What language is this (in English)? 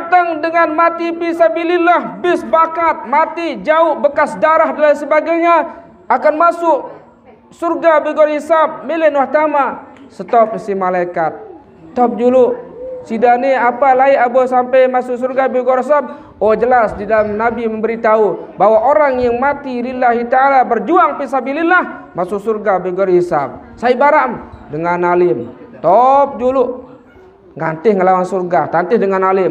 Sasak